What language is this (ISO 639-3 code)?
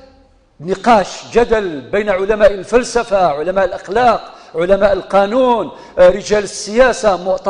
kab